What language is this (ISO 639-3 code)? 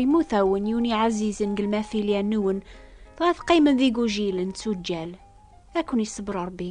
kab